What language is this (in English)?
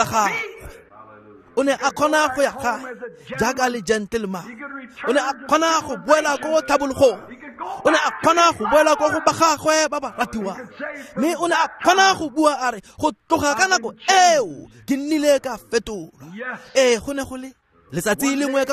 Tswana